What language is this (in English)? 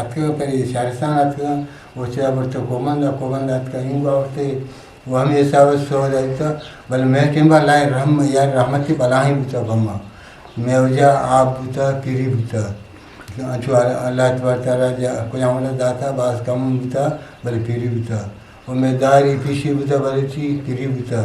Eastern Balochi